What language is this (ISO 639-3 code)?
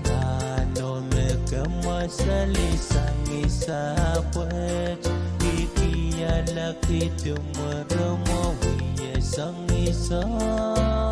pon